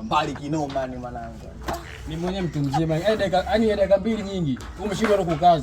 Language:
Swahili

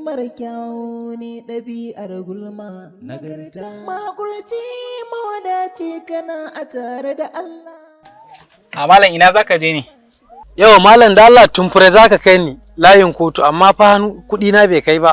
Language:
Hausa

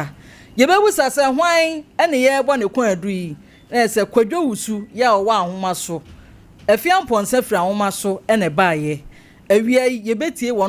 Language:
Akan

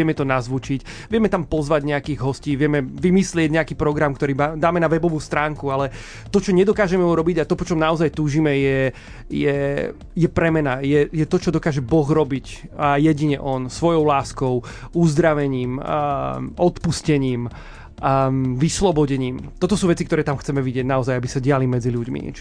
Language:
Slovak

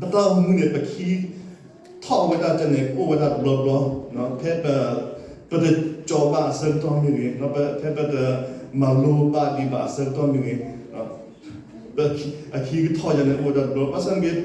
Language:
S'gaw Karen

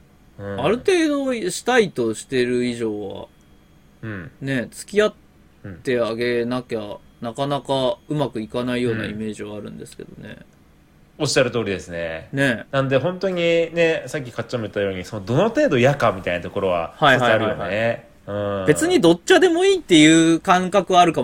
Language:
Japanese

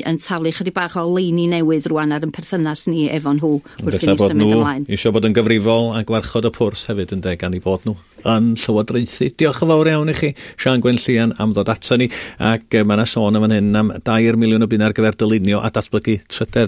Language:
Welsh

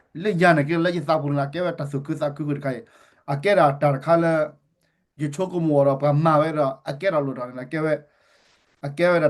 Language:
S'gaw Karen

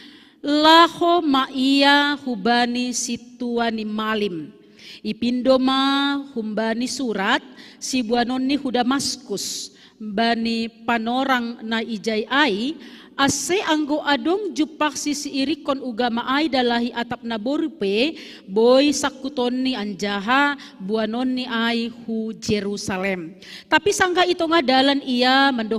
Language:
Batak Simalungun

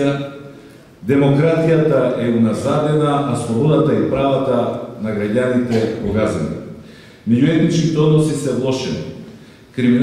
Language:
Macedonian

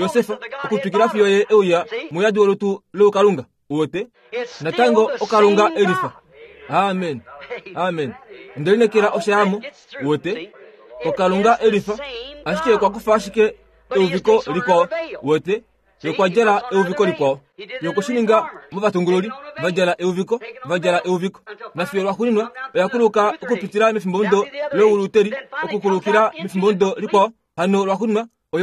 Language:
Kuanyama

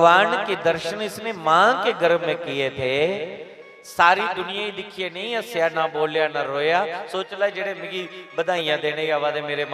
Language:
Dogri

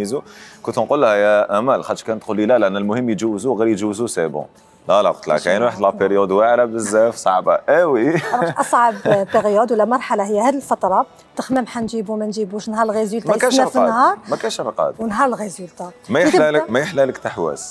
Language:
Algerian Arabic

